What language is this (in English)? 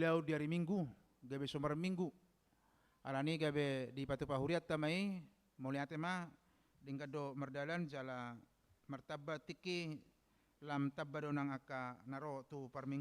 Batak Toba